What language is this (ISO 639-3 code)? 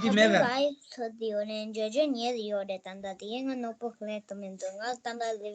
bod